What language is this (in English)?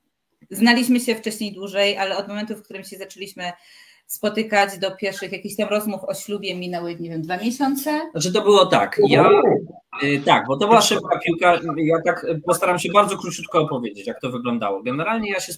Polish